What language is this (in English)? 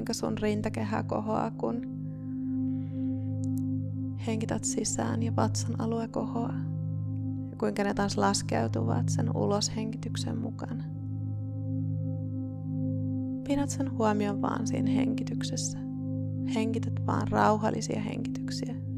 Finnish